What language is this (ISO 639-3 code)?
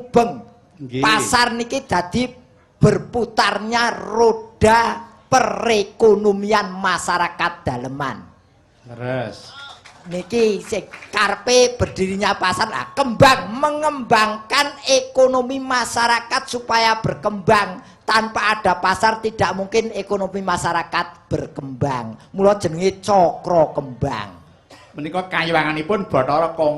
jav